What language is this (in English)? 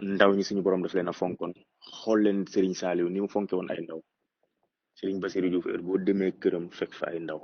Wolof